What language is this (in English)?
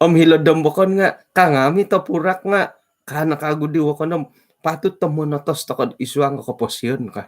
Central Dusun